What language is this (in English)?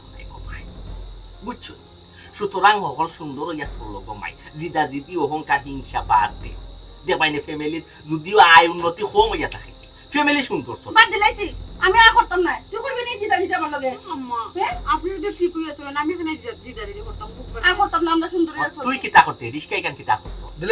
Sylheti